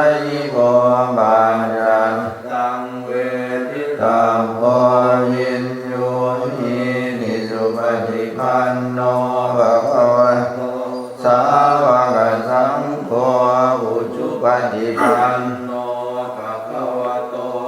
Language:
Pali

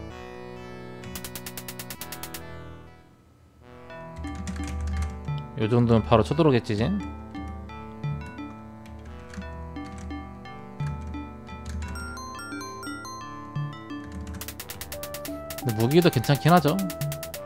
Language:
Korean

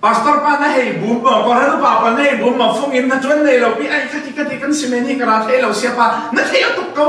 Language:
Falam Chin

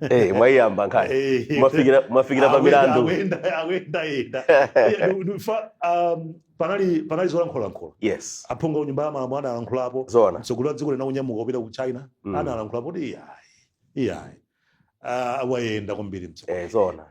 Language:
Nyanja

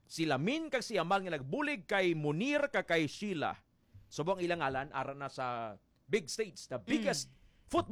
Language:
Hiligaynon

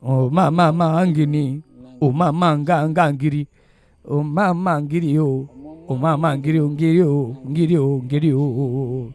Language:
Lingala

